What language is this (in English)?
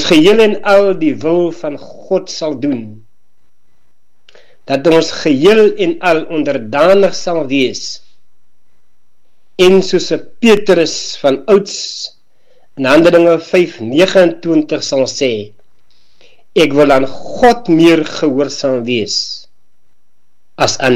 Afrikaans